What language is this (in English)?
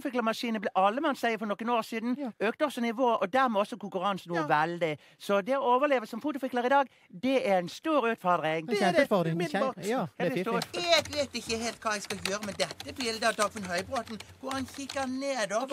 Norwegian